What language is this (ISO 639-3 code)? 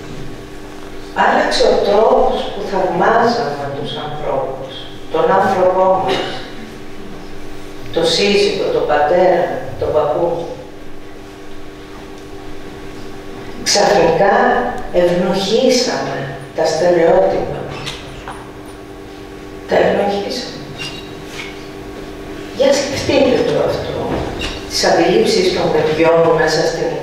ell